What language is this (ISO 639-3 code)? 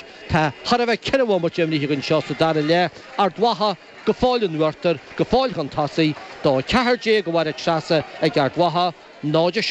gle